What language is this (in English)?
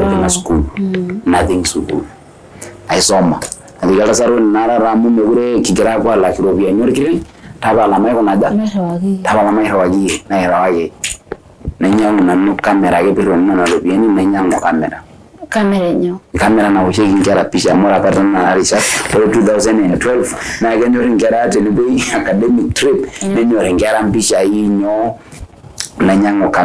Masai